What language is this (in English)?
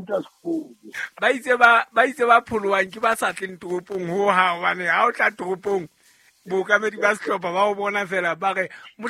Southern Sotho